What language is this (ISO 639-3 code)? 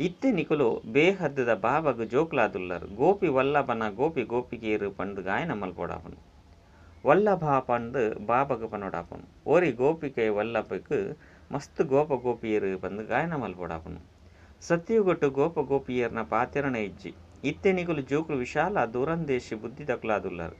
tcy